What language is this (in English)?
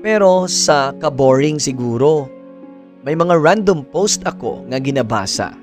Hiligaynon